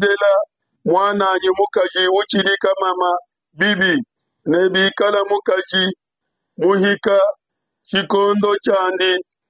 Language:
Luba-Lulua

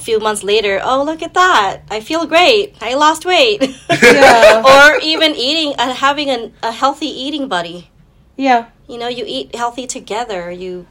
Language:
English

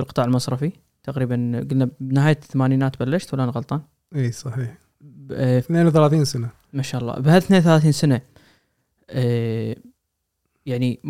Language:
Gulf Arabic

